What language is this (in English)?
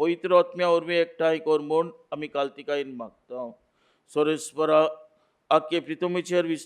Konkani